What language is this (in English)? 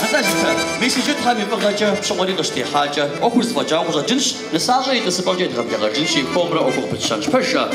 Kabardian